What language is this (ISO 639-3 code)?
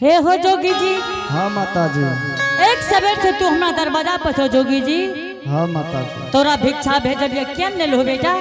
anp